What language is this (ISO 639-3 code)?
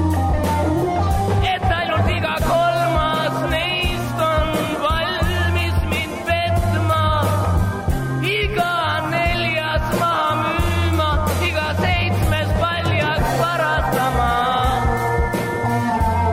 est